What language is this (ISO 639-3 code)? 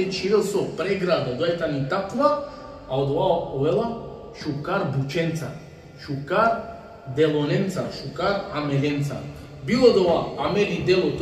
rmn